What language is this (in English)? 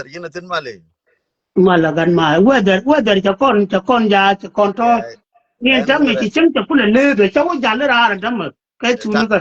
Nuer